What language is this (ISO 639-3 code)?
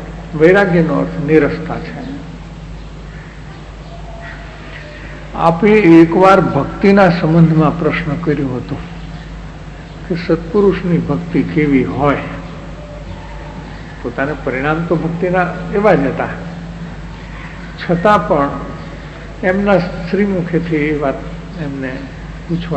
guj